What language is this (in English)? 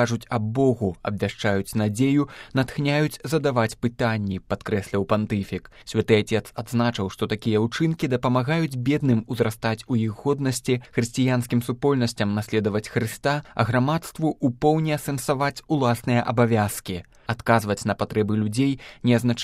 Belarusian